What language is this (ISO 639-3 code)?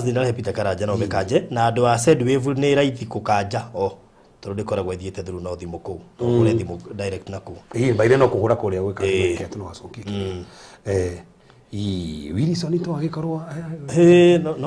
kik